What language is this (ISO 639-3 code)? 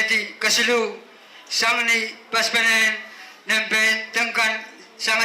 pon